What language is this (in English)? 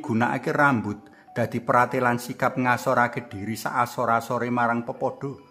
Javanese